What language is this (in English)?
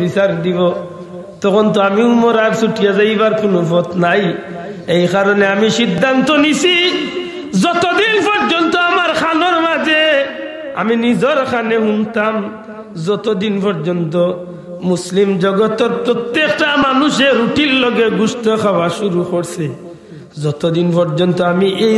Sylheti